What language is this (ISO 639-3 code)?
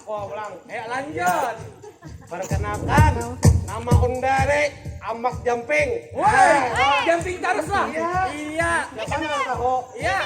bjn